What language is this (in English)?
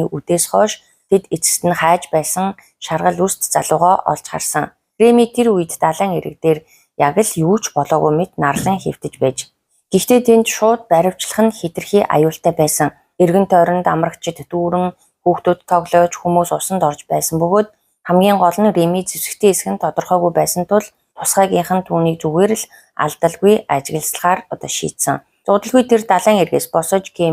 Mongolian